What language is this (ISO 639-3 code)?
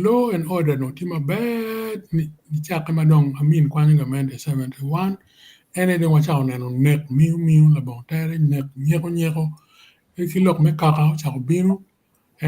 ach